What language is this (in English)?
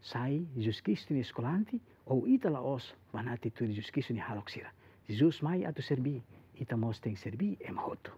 Tetum